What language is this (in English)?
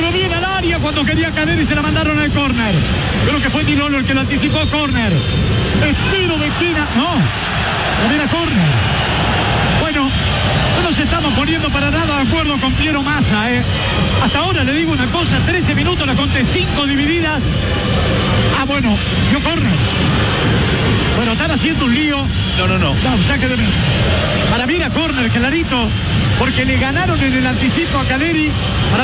Spanish